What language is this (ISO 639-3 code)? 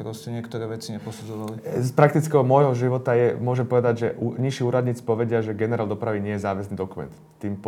slk